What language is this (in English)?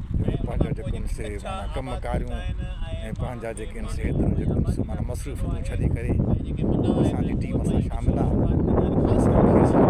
Sindhi